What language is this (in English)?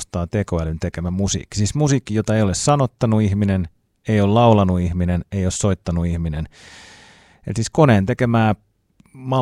Finnish